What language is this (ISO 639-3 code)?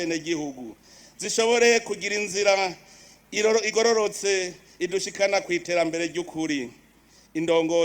run